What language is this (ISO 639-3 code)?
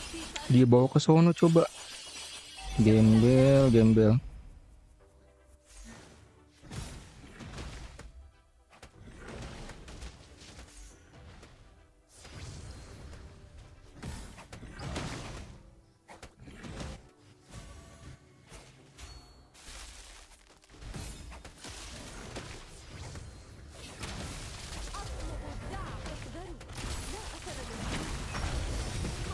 ind